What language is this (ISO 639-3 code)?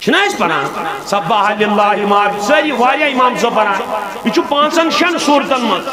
kas